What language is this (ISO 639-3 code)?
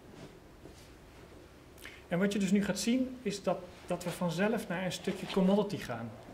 nld